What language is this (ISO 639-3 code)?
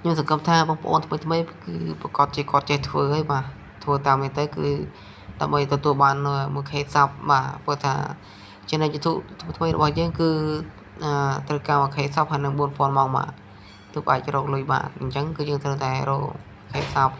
khm